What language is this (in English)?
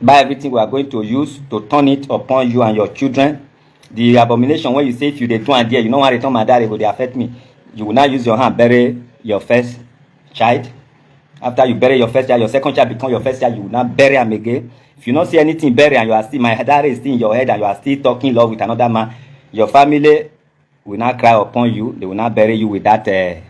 Nigerian Pidgin